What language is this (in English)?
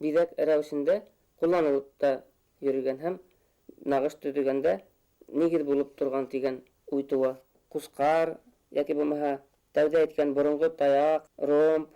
Bashkir